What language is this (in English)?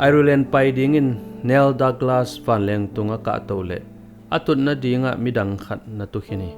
Tedim Chin